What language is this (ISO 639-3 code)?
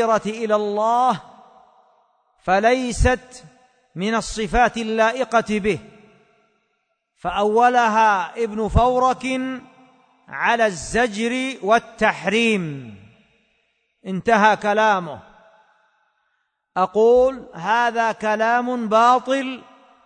ara